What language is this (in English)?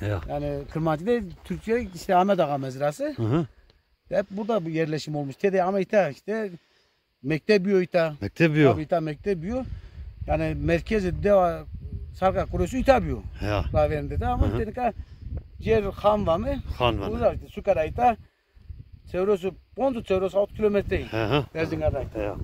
Zaza